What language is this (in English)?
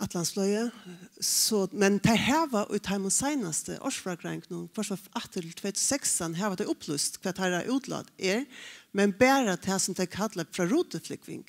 Faroese